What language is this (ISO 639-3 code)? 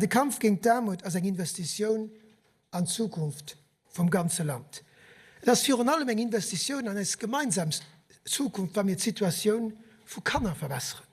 ltz